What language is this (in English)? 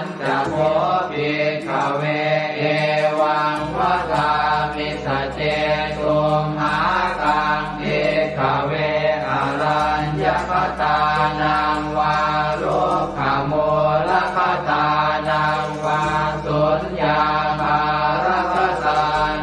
Pali